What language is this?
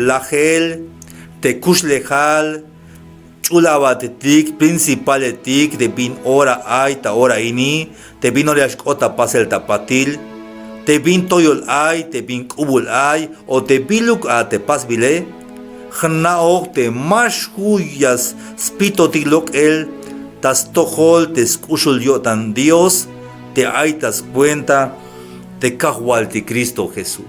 Tzeltal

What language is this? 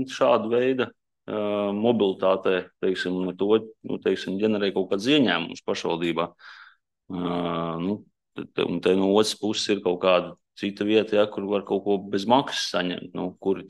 Latvian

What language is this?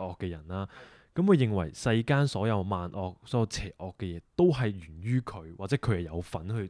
Cantonese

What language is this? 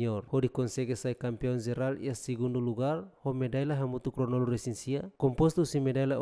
Tetum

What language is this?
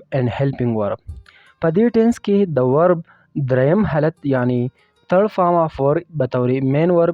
Pashto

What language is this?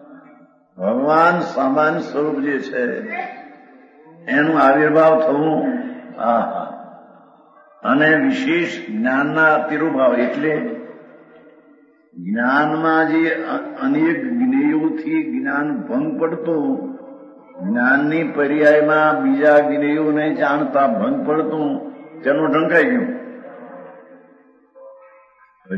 Gujarati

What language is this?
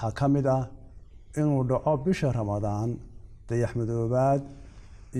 Somali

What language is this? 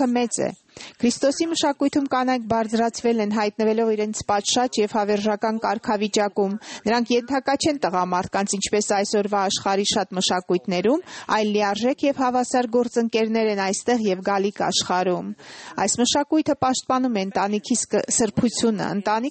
Armenian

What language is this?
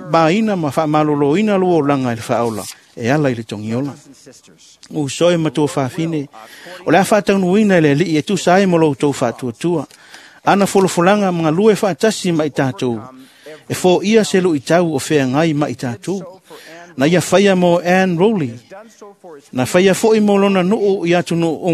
Samoan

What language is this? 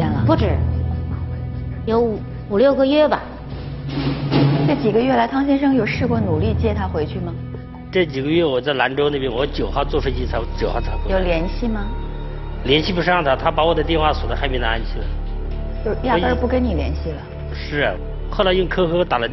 Chinese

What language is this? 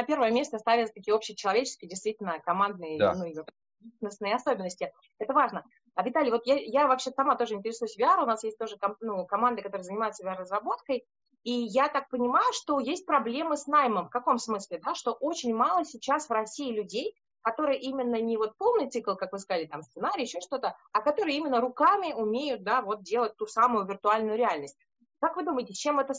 Russian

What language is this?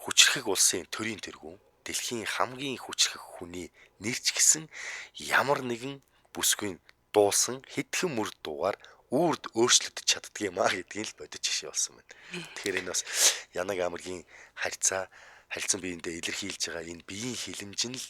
Mongolian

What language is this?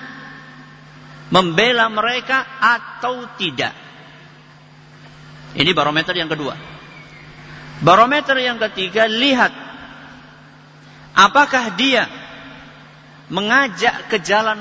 Indonesian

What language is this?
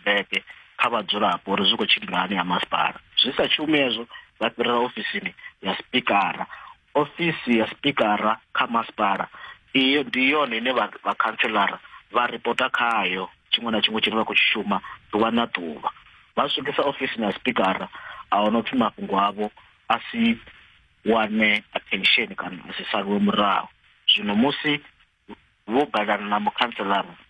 Venda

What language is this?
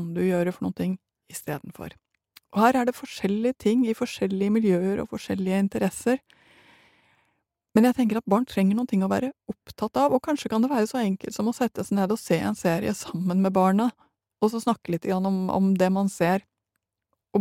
Norwegian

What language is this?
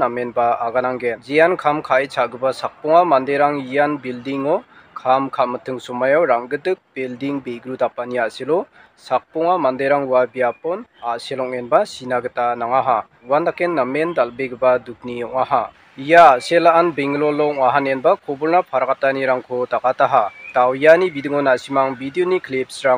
Garo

